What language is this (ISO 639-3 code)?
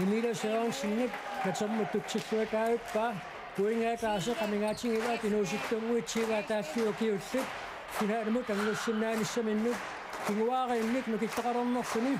kal